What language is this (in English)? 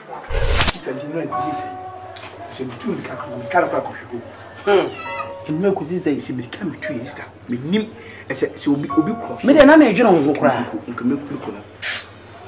Akan